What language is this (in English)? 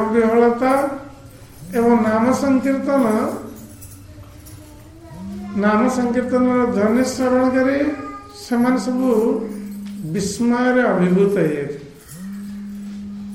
Odia